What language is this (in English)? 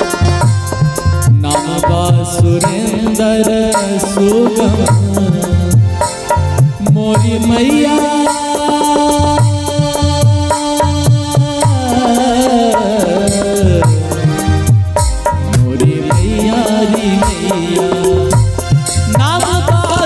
Bhojpuri